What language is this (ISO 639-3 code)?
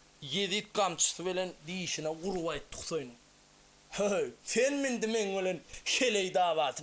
tuk